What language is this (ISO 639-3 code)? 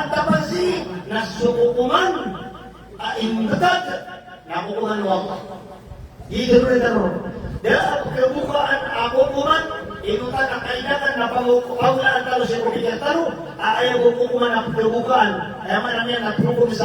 mrw